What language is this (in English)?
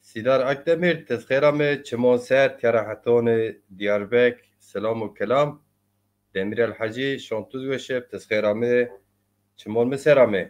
Zaza